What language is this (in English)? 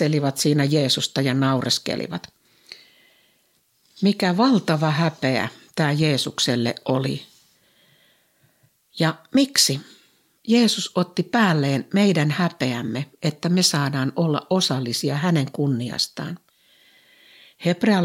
Finnish